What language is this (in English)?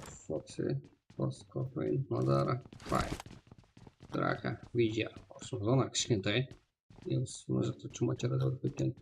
Kara-Kalpak